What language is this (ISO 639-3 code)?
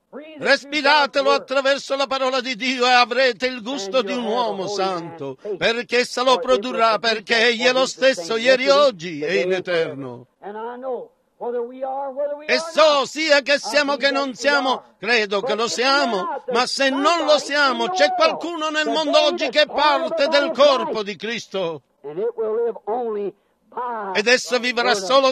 ita